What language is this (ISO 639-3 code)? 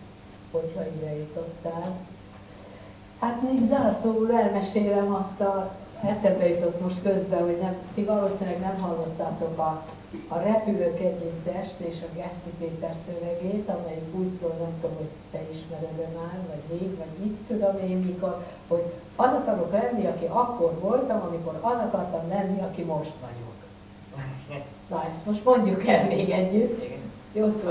hun